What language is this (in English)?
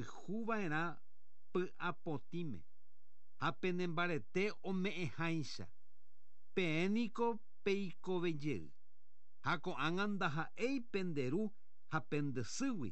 Guarani